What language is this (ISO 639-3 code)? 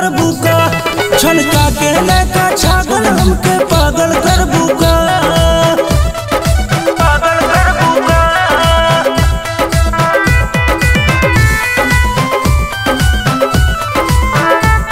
bho